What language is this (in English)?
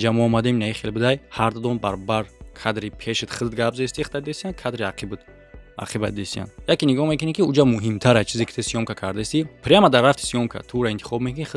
Tajik